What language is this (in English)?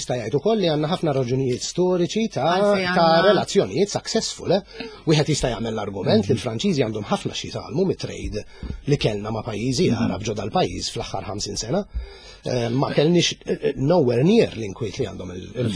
Maltese